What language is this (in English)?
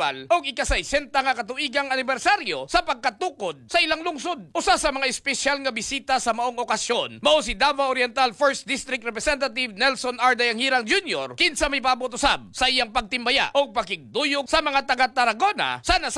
Cebuano